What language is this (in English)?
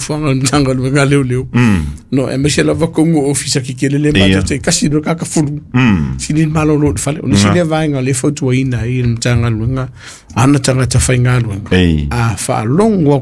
Samoan